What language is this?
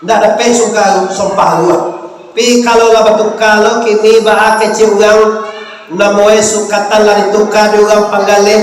Minangkabau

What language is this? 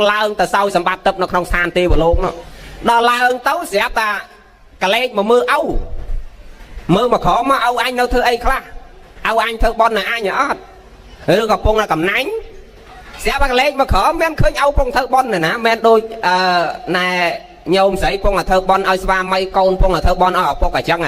Khmer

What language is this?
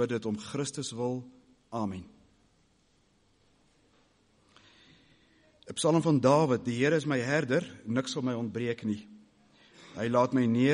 Afrikaans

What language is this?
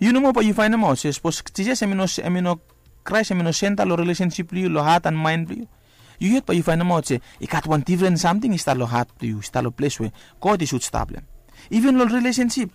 Bislama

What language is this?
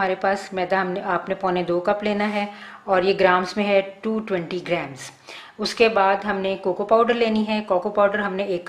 Hindi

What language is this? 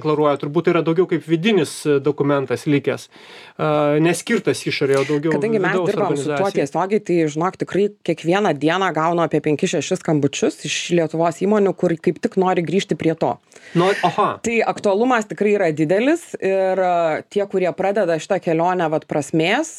Lithuanian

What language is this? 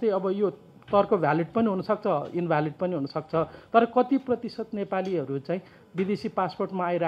Nepali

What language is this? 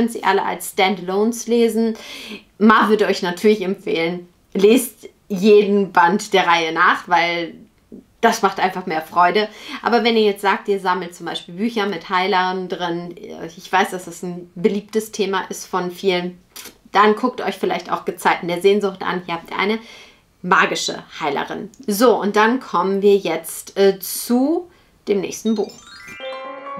German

